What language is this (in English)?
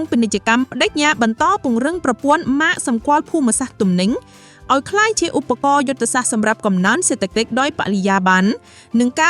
Khmer